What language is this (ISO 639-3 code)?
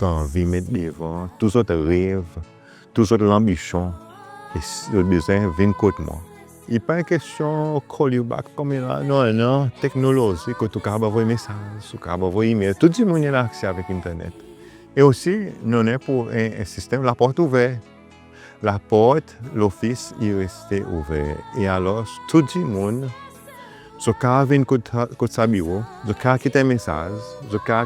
crs